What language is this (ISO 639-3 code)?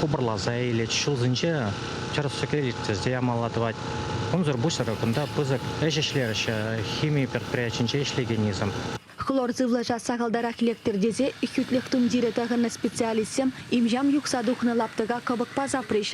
chv